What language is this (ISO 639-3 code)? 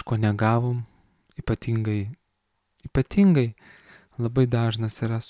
lit